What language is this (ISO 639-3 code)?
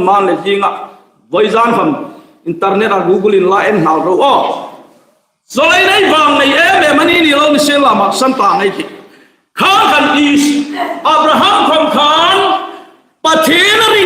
hmr